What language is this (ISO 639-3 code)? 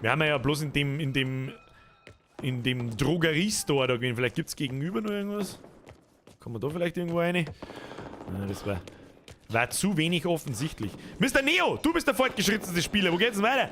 bar